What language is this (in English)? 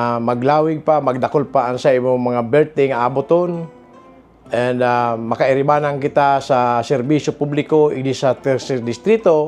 Bikol